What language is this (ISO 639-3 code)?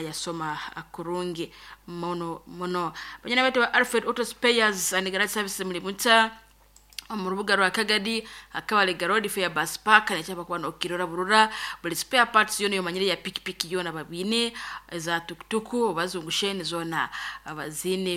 nyo